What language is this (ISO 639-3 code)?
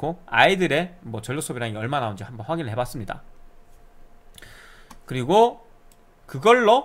kor